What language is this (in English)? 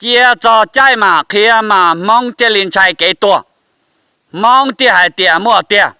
Hmong